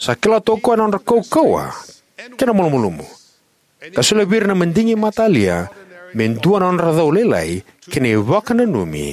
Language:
Fijian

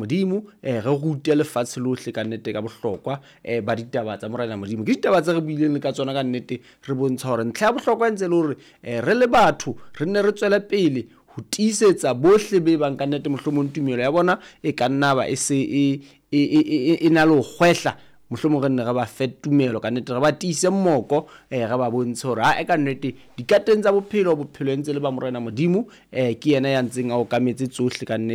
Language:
Southern Sotho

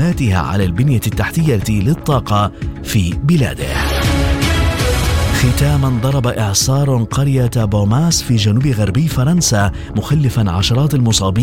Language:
Arabic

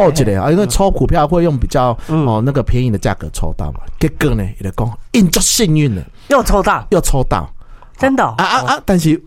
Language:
Min Nan Chinese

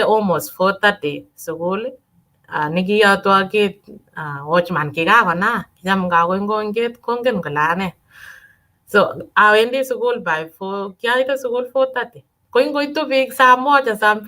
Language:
Kalenjin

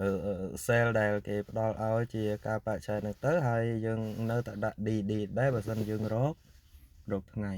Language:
Khmer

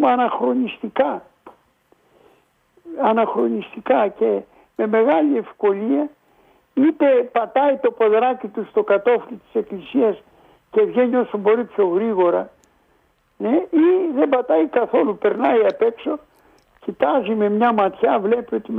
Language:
Greek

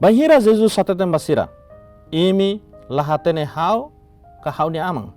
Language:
Tetum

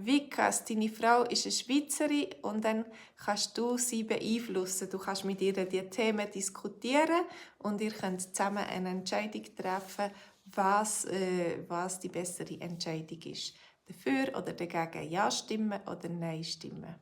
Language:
Swiss German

